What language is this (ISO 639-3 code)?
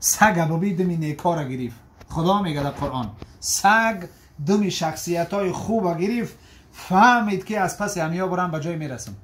tgk